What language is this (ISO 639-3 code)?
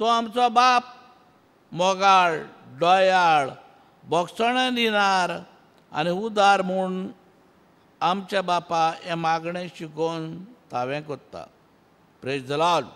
kok